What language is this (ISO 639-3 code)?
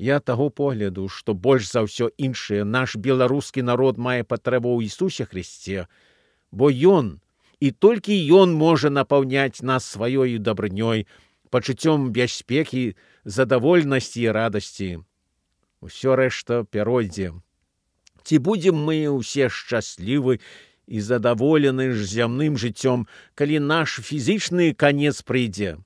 bel